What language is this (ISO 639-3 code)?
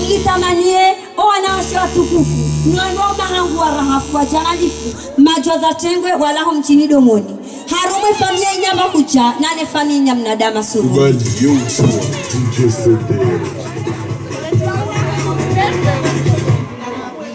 swa